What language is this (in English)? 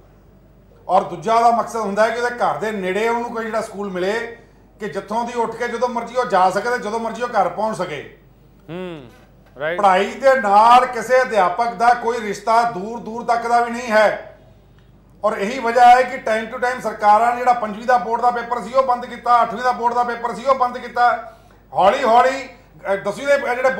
Punjabi